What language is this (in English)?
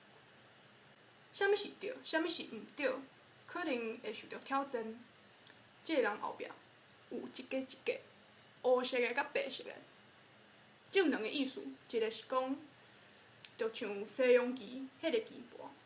Min Nan Chinese